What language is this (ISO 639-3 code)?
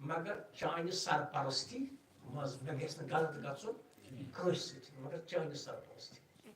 kas